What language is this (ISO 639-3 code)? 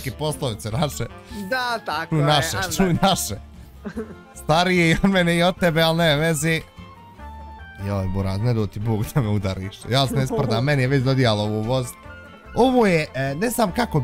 bos